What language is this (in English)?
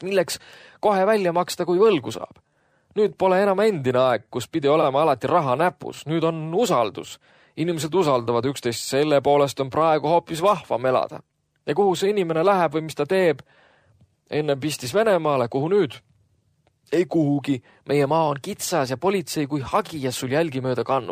Estonian